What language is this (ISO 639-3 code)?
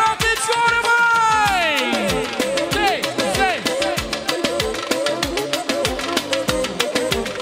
ron